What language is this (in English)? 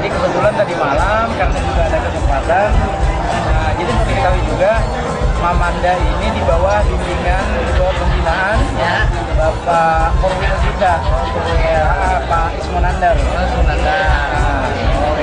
Banjar